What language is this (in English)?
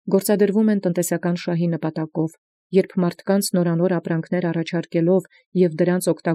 Armenian